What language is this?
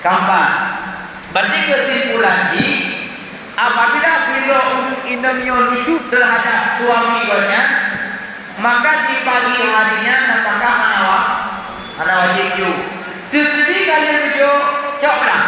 Achinese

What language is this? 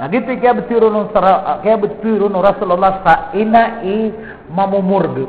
Maranao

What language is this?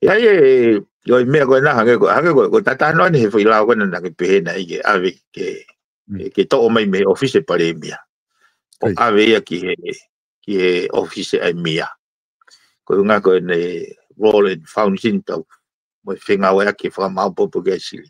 Tongan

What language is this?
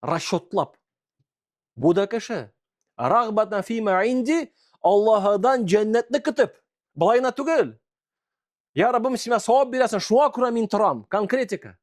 Tatar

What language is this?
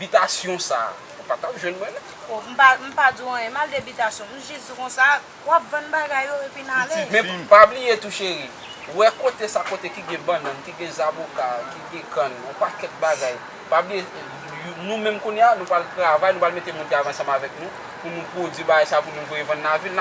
Haitian Creole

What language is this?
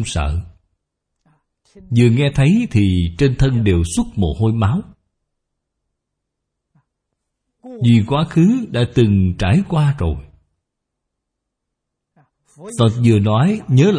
Vietnamese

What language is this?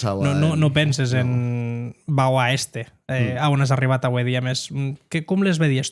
Occitan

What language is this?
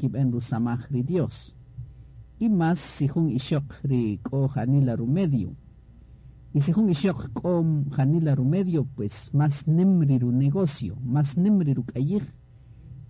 Kaqchikel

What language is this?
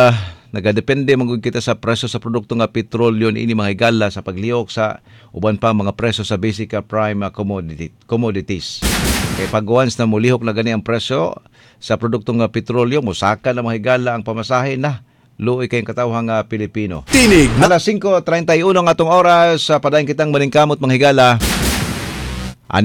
Cebuano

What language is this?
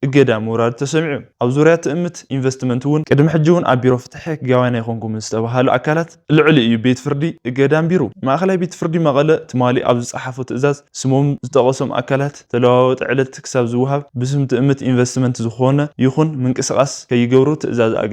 Tigrinya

